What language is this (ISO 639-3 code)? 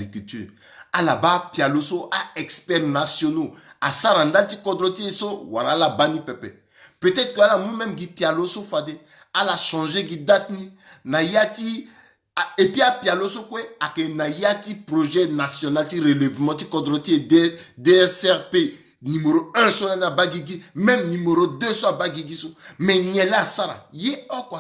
sag